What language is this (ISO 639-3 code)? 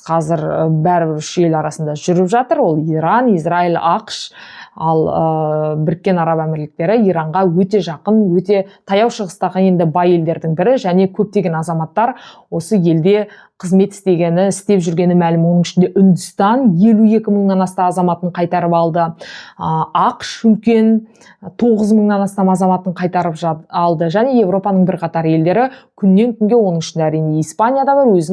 kaz